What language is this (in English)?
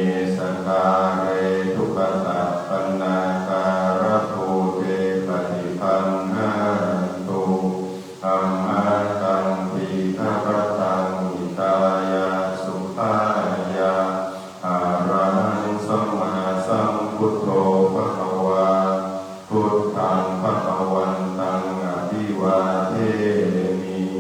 Pali